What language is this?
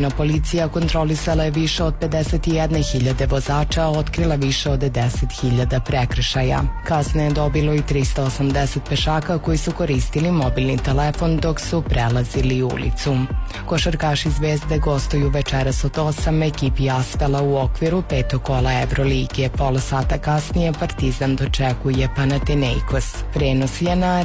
Serbian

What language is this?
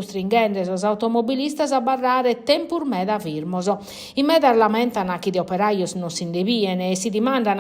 Sardinian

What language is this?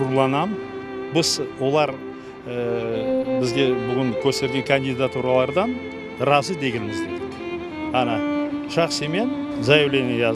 Crimean Tatar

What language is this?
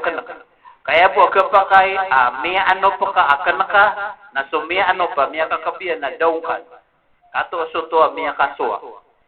Maranao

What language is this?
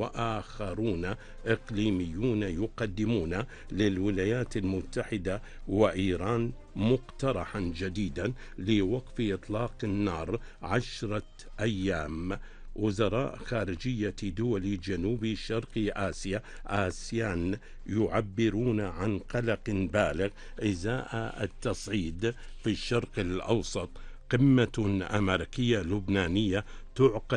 Arabic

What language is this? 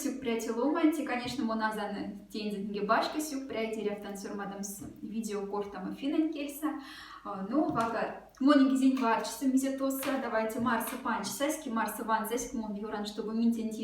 Moksha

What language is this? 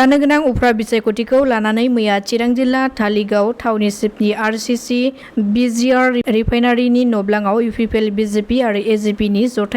Bodo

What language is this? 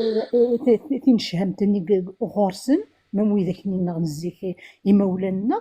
Kabyle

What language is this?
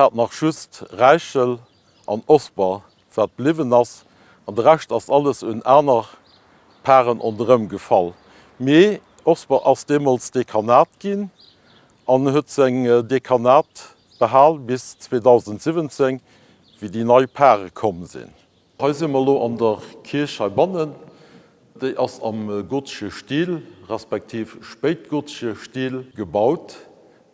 Luxembourgish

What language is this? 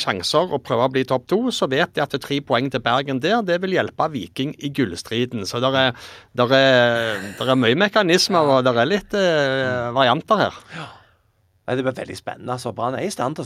Norwegian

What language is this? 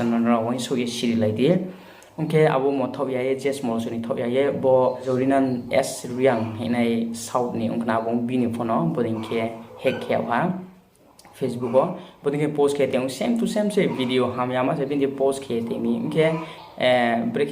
Riang (India)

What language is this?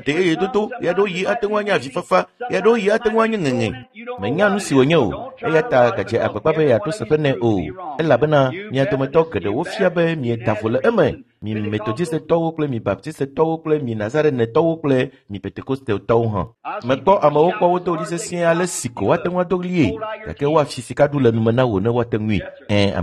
Ewe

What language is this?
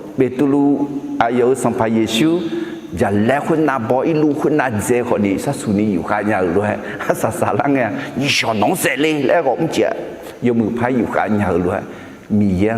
Akha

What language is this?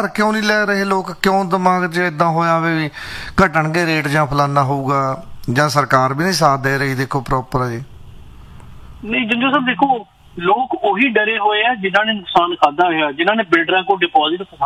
Punjabi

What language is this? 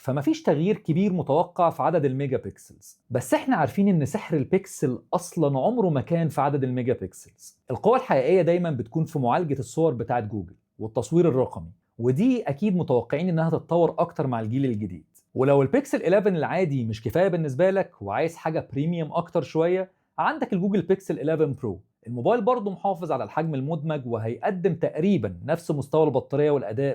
Egyptian Arabic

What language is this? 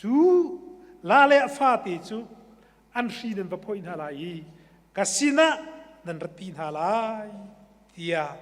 Hakha Chin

